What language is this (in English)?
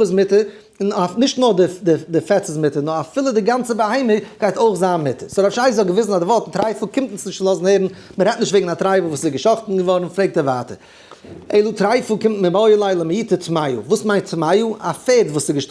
Yiddish